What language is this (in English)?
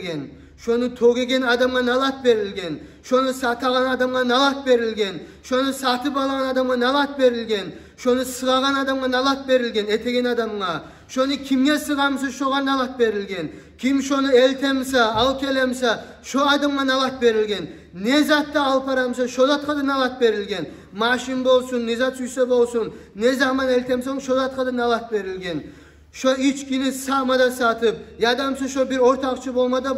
Kumyk